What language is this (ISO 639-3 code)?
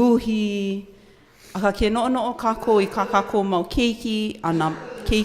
haw